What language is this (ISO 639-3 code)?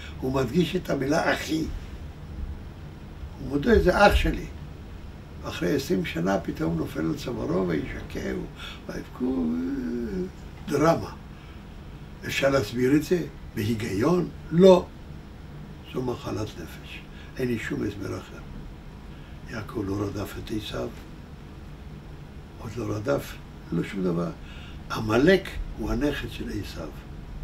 heb